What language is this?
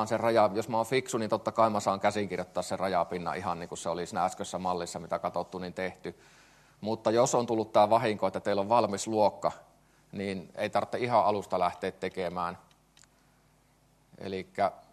Finnish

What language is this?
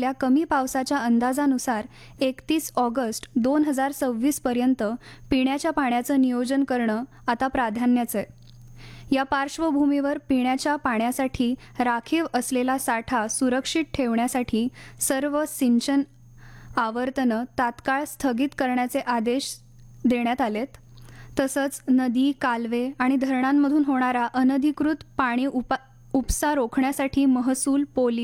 Marathi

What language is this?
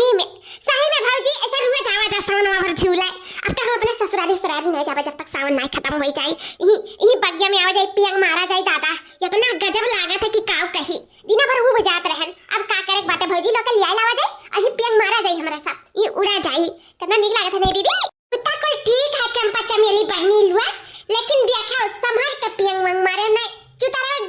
Awadhi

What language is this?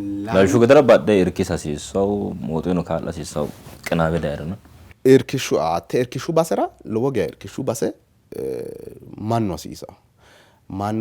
Sidamo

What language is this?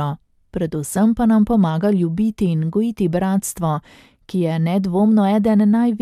Slovenian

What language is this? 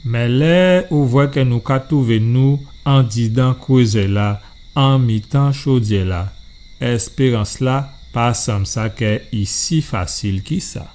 Guadeloupean Creole French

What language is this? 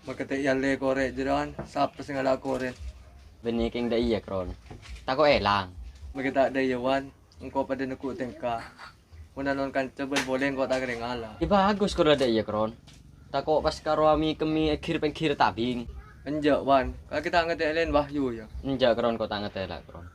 Madurese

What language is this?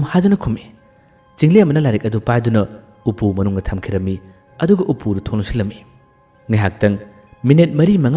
Manipuri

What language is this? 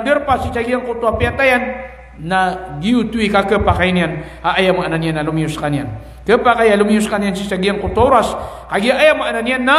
Maranao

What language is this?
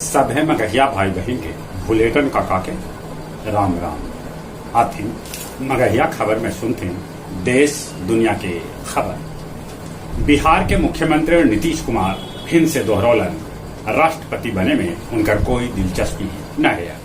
Magahi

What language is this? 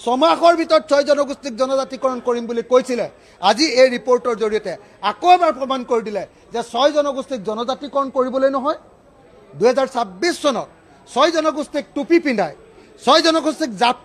Assamese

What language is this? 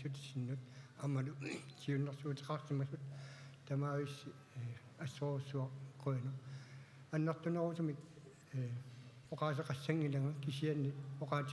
Kalaallisut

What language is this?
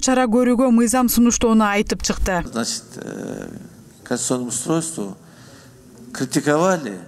Kyrgyz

